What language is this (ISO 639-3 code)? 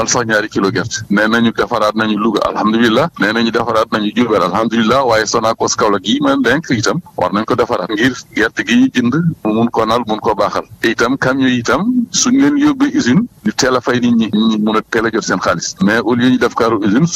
wol